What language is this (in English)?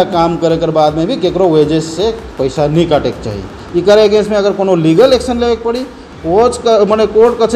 Sadri